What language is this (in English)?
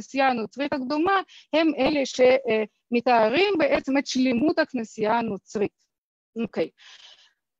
Hebrew